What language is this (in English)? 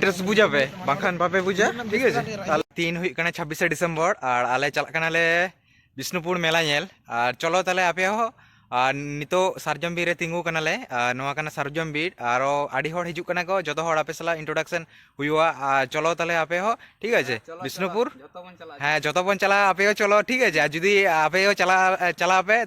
Santali